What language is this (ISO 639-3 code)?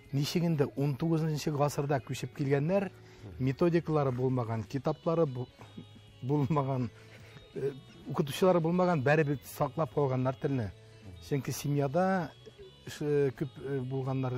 tat